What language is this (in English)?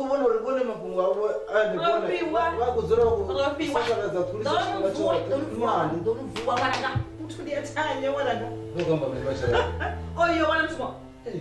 Venda